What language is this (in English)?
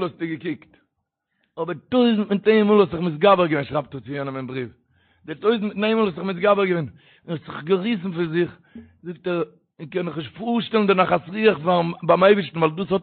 Yiddish